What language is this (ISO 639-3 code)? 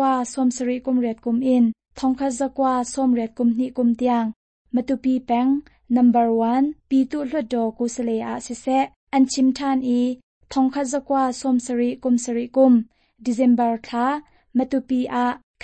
cnh